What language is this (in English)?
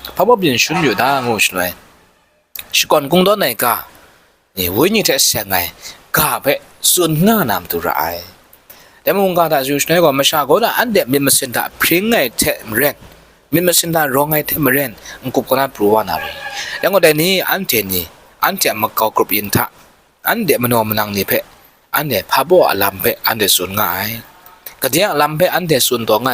Kachin